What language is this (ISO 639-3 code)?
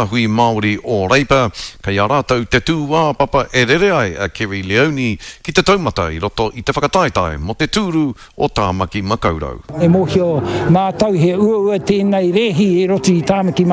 mri